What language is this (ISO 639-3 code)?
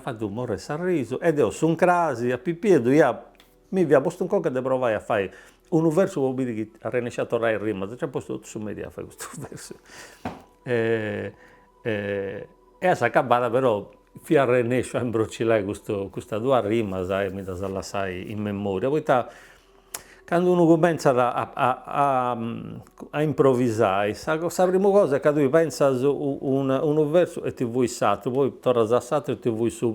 srd